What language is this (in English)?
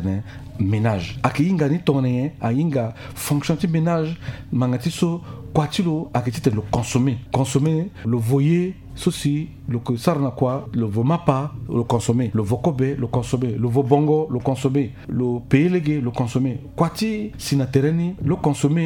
Sango